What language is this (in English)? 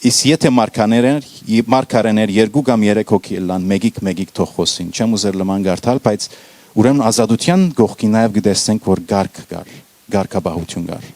Western Armenian